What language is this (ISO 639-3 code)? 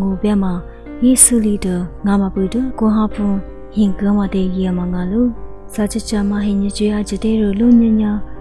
lis